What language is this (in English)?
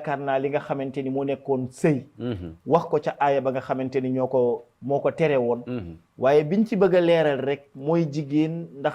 Wolof